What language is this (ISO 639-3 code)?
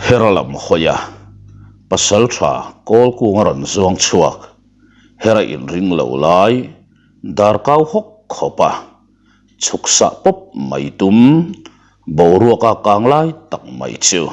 lus